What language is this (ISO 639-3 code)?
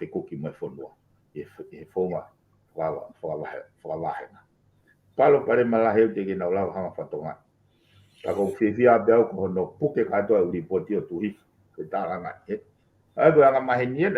ton